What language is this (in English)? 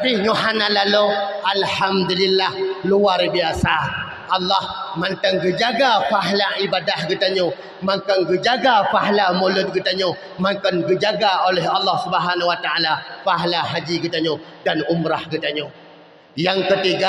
Achinese